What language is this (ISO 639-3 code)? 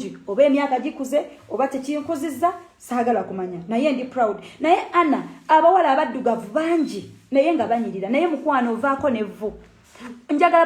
lug